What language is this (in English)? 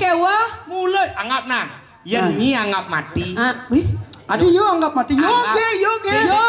Balinese